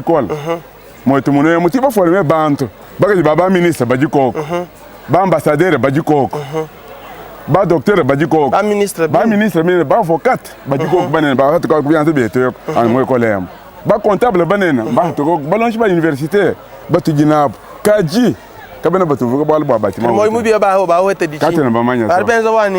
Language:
Luba-Lulua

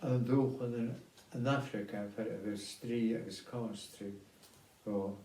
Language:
Scottish Gaelic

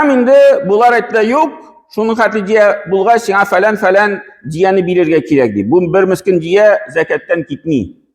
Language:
Tatar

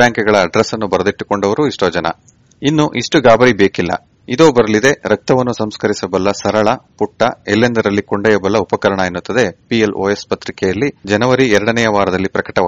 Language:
Kannada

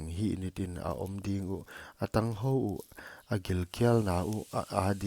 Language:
Paite Chin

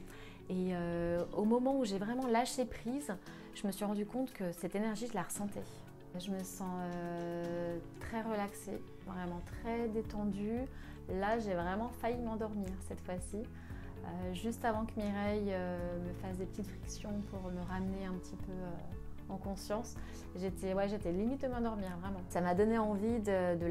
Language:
French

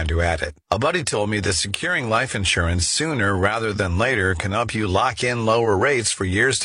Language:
English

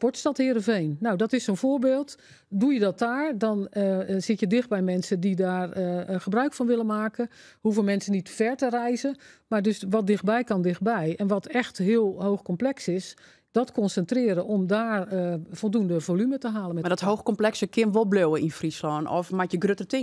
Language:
Western Frisian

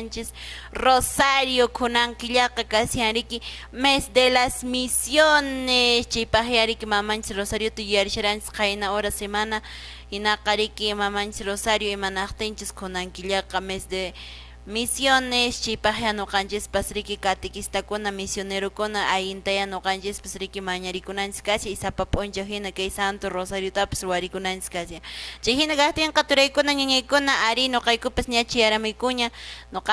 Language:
Quechua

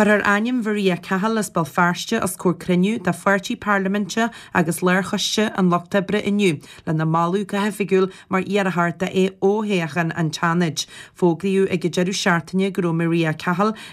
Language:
Irish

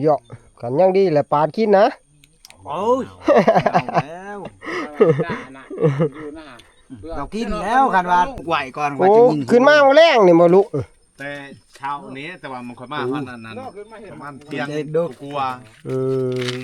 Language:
Northeastern Thai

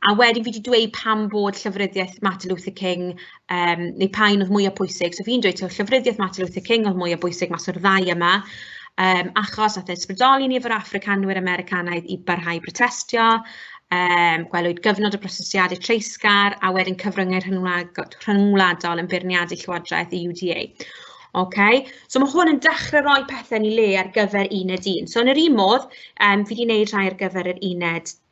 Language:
Welsh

